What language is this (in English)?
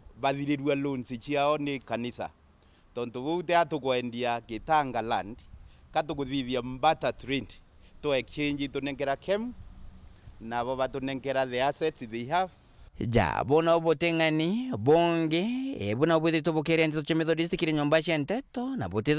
Meru